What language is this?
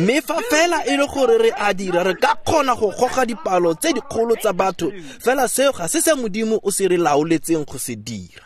Tswana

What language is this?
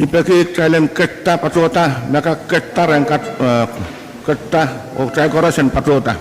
Pohnpeian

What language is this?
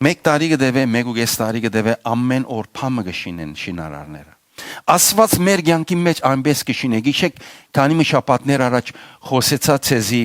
Western Armenian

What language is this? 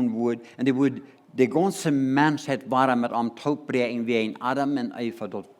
Plautdietsch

